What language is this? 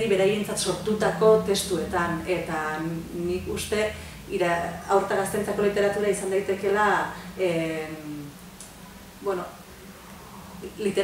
Basque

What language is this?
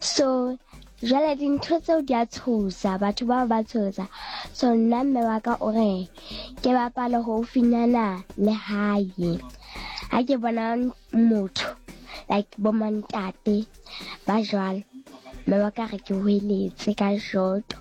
Southern Sotho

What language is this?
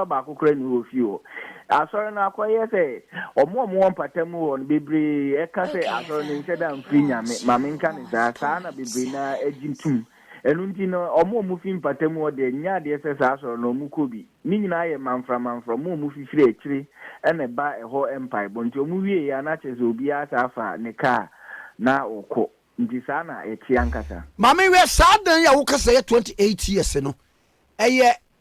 Akan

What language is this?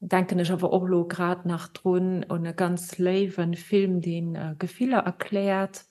Luxembourgish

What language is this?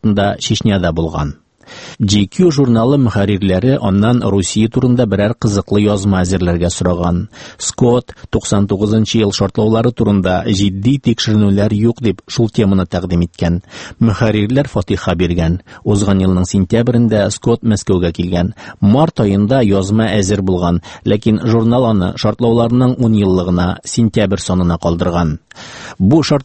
Tatar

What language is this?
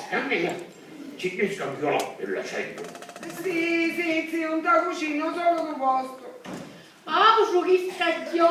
Sicilian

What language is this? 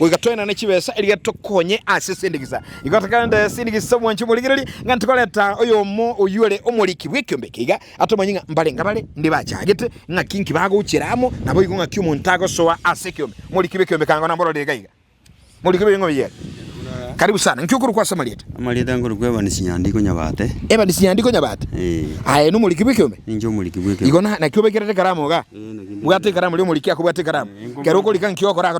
Gusii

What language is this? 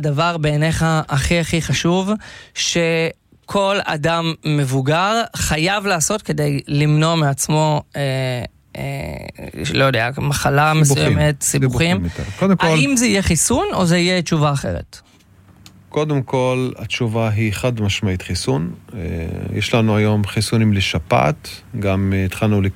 Hebrew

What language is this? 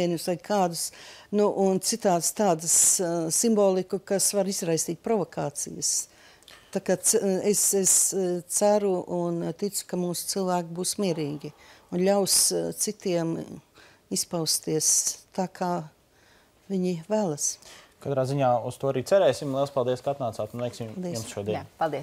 Latvian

